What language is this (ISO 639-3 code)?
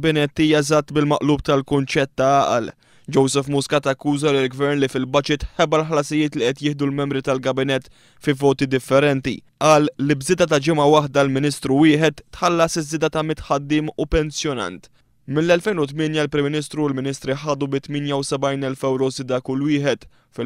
mlt